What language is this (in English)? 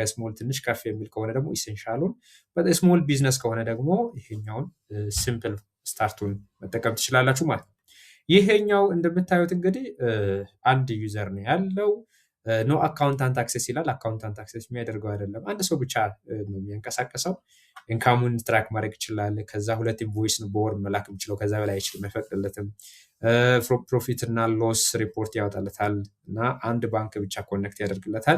Amharic